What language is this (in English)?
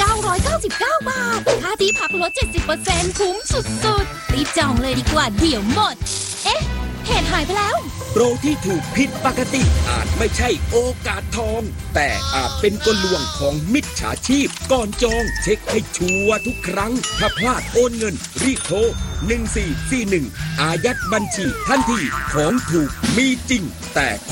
Thai